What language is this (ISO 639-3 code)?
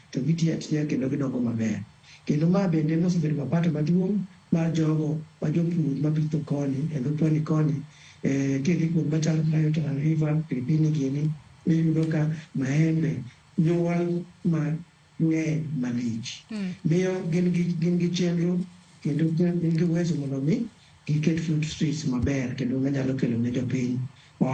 luo